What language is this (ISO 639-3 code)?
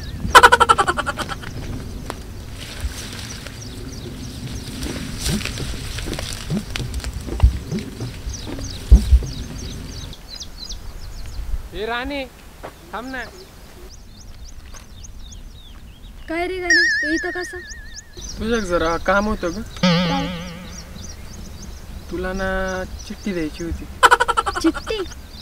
mar